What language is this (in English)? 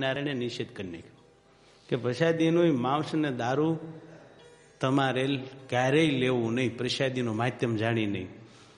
Gujarati